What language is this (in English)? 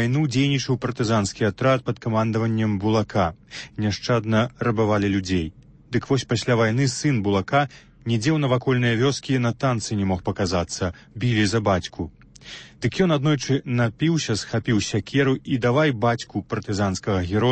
Belarusian